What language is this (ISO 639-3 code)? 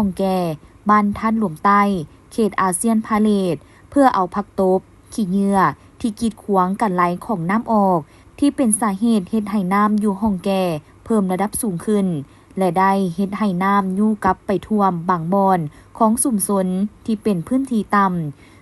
lao